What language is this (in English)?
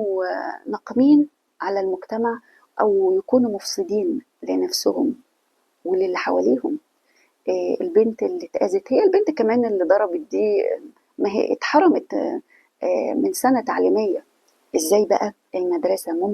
Egyptian Arabic